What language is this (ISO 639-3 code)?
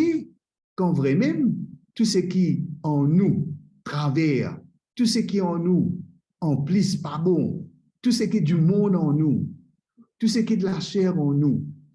mfe